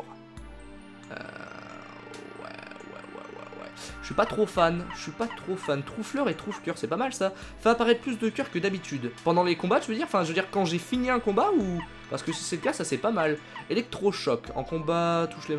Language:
French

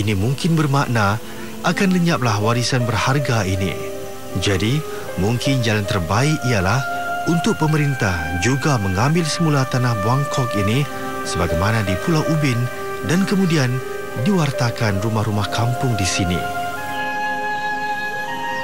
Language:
Malay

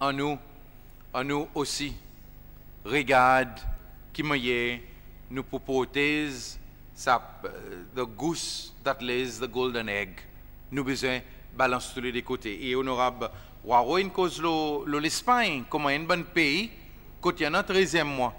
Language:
Seselwa Creole French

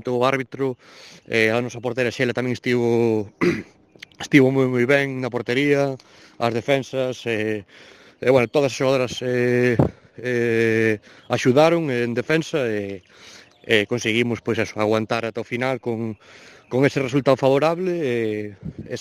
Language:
Galician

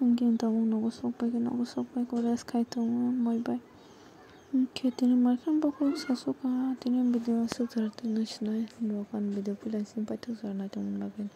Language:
Kok Borok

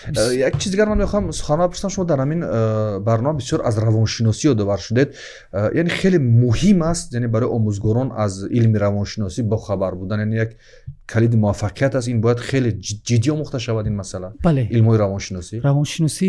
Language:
Tajik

